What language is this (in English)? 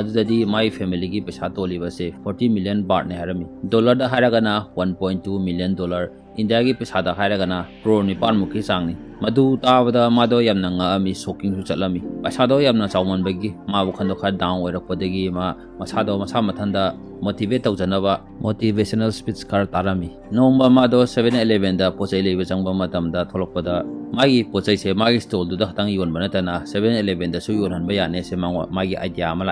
Manipuri